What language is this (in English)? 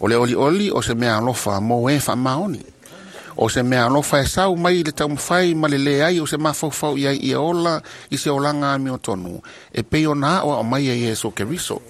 Samoan